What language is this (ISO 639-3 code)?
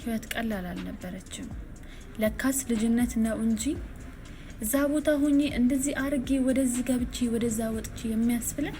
amh